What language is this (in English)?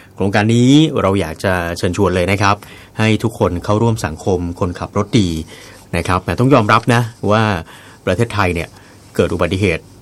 Thai